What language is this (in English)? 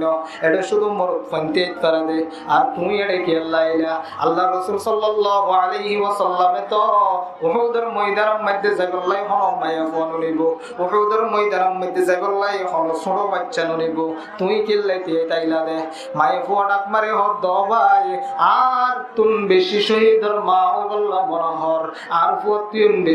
Rohingya